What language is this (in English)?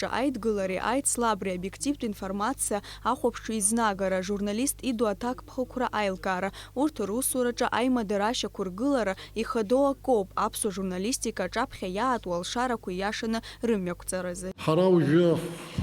Abkhazian